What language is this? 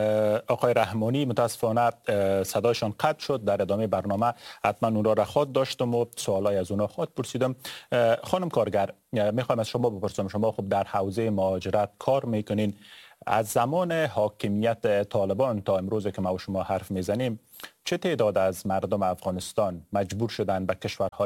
Persian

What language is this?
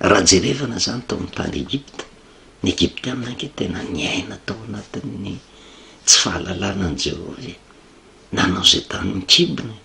Malagasy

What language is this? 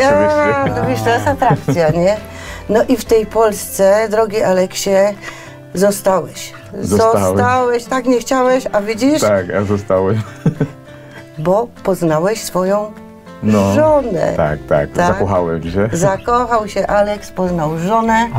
Polish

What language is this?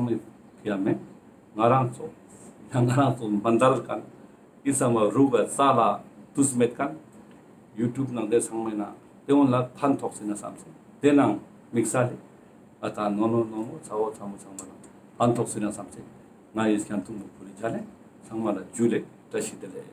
Ladakhi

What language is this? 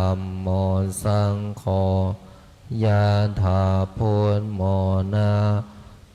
Pali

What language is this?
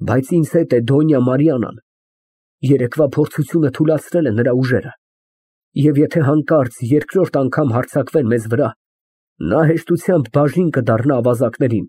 Armenian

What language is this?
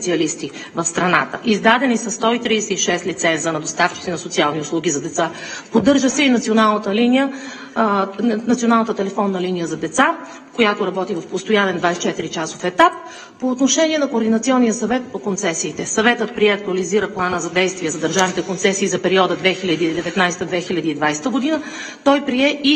Bulgarian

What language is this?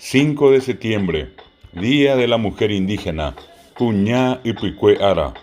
Guarani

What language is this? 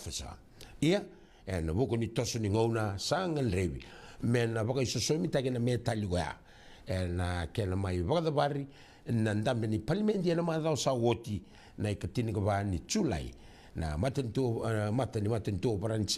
Fijian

